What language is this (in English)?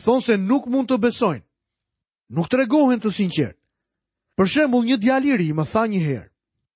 Albanian